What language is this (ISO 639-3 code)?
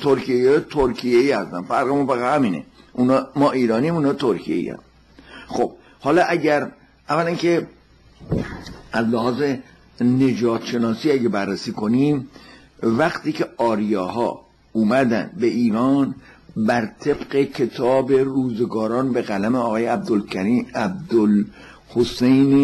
fas